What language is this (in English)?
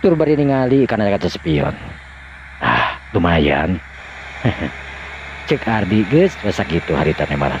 Sundanese